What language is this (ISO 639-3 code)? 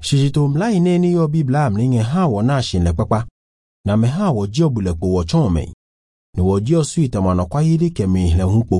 ewe